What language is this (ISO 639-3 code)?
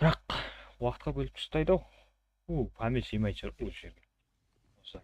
kaa